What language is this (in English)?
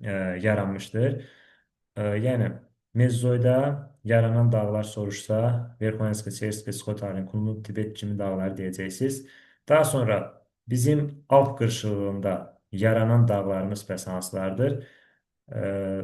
Azerbaijani